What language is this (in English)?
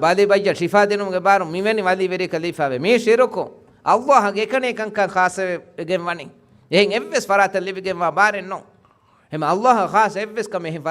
Divehi